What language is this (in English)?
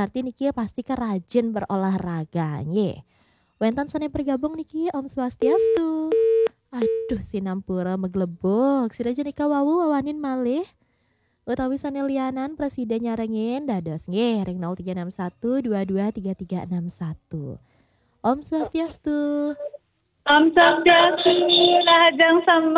Balinese